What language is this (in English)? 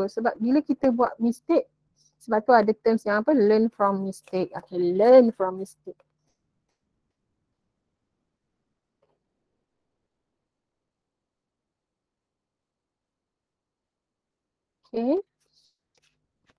Malay